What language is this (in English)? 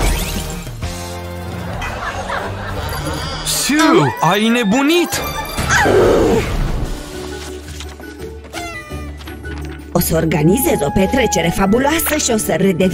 Romanian